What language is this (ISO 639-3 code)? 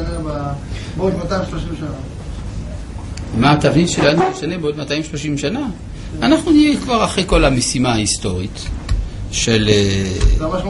heb